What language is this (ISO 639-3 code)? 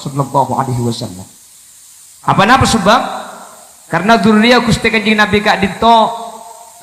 mad